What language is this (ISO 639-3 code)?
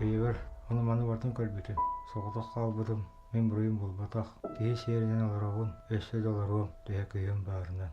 sah